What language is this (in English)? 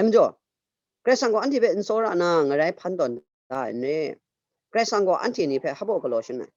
Kachin